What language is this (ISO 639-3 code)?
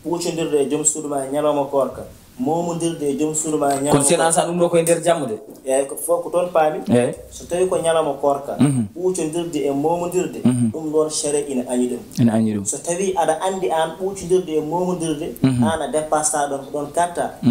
ful